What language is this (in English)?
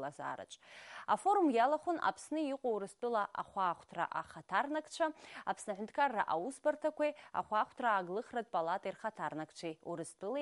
Abkhazian